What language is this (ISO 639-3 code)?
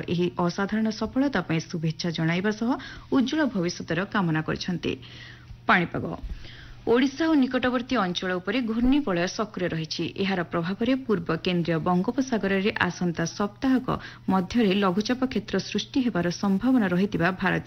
ori